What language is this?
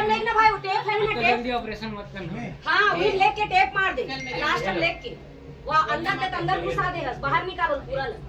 Chhattisgarhi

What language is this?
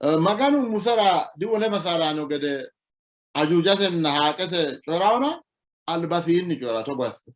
Sidamo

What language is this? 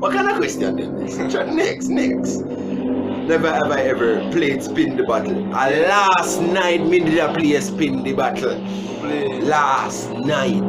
Jamaican Creole English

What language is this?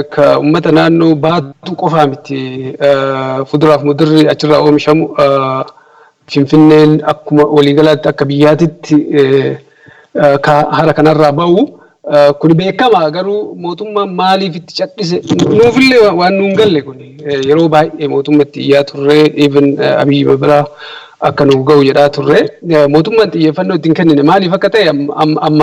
Oromo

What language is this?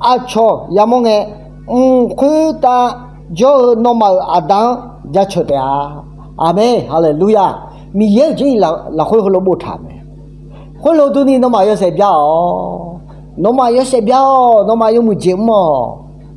Akha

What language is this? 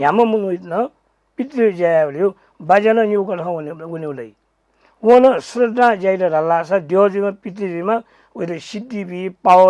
Newari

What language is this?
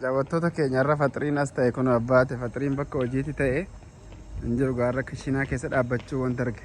Oromo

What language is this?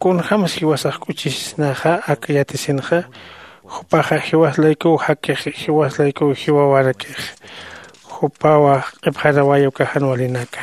Aymara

